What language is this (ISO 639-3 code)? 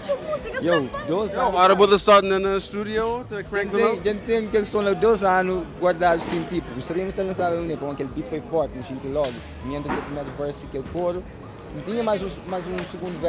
kea